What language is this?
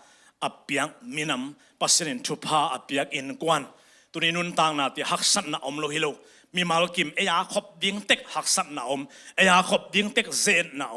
Tedim Chin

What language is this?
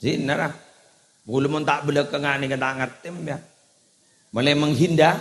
Madurese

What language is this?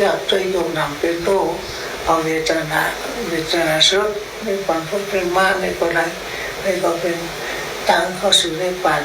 Shan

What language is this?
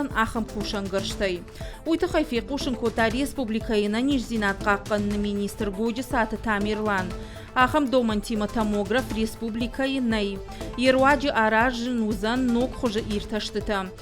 Ossetic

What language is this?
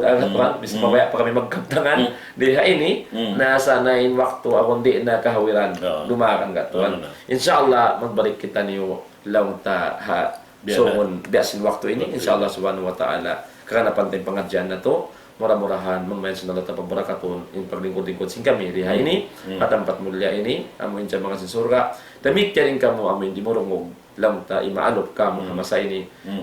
Tausug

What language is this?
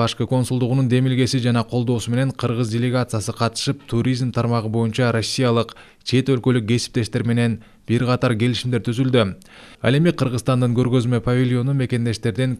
Kyrgyz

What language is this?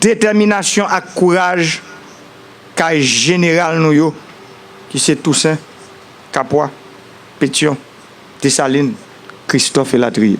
Haitian Creole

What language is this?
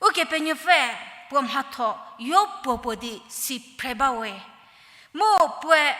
Angami Naga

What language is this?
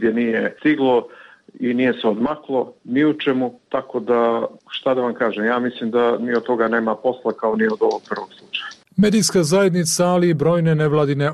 Serbian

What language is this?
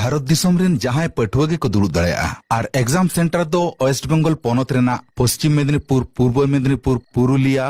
Santali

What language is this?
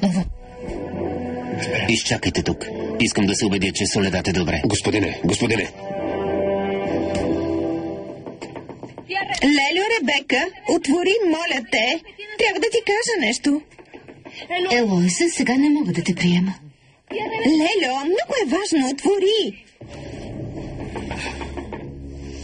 Bulgarian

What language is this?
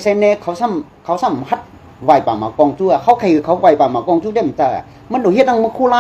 Shan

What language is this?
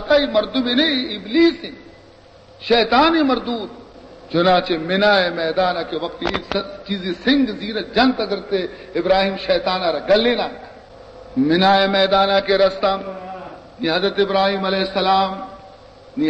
Baluchi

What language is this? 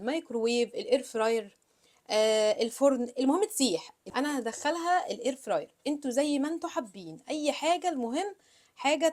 Egyptian Arabic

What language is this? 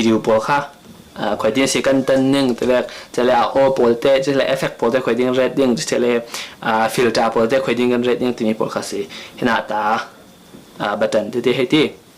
Falam Chin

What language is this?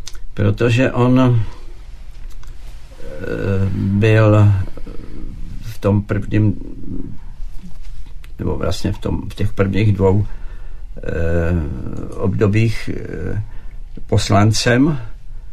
Czech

